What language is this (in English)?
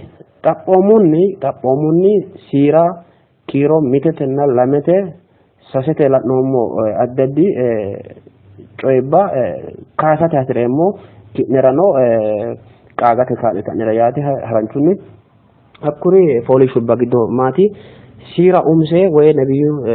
Sidamo